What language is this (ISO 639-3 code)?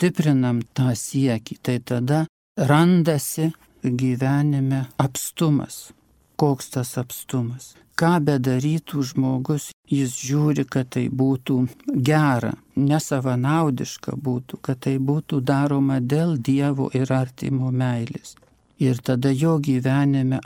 lit